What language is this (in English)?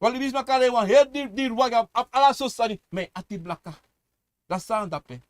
Sranan Tongo